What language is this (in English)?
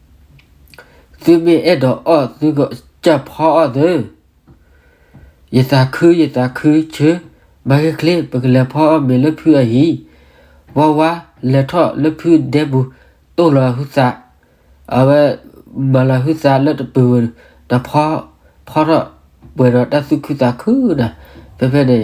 S'gaw Karen